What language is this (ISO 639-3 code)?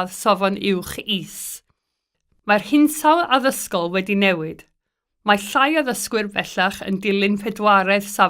cym